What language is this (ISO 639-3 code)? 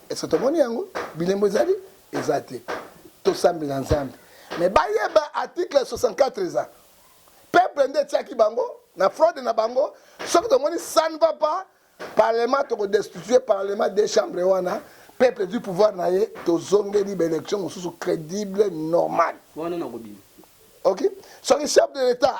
lin